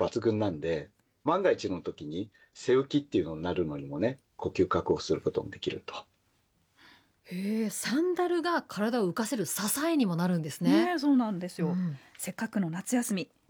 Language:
Japanese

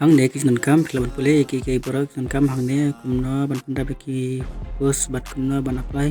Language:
Khasi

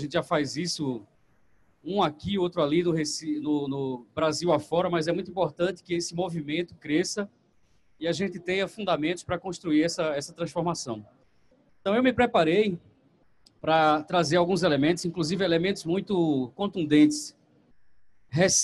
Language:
Portuguese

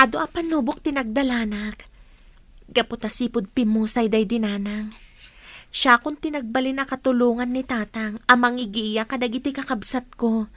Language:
Iloko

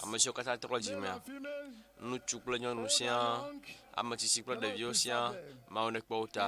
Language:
Ewe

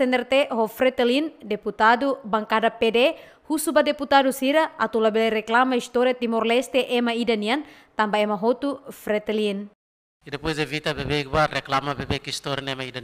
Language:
Tetum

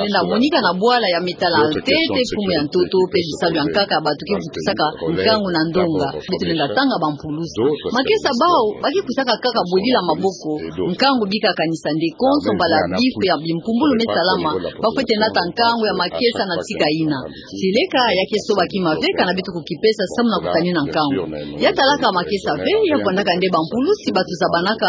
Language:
Kituba (Democratic Republic of Congo)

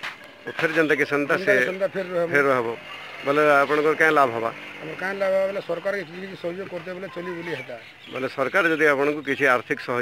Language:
Sambalpuri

